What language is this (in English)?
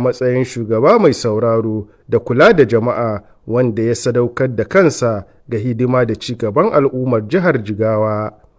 Hausa